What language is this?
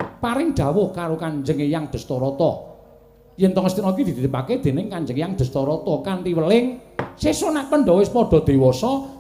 Javanese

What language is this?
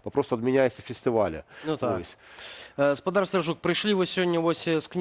Belarusian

